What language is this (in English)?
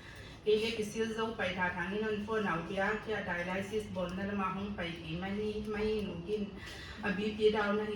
Paite Chin